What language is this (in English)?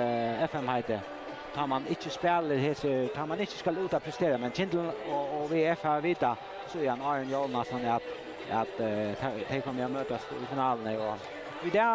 Faroese